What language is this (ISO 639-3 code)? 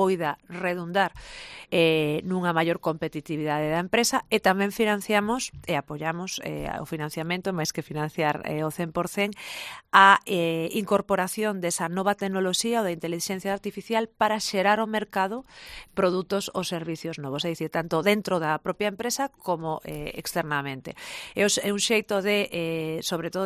glg